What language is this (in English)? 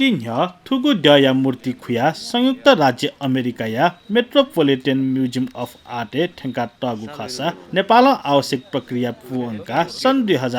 Newari